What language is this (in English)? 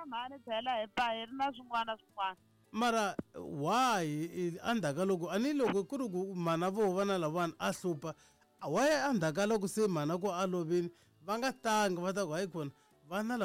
Tsonga